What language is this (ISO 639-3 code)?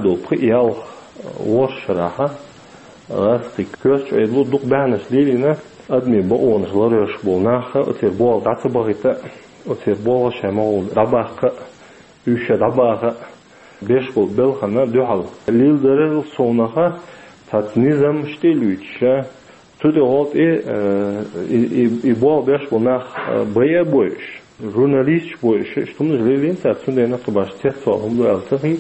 che